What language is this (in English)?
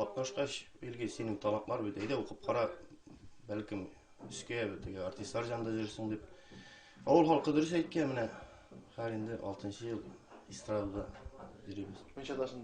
Tatar